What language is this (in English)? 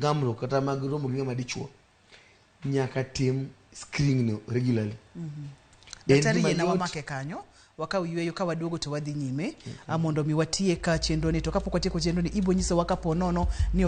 Luo (Kenya and Tanzania)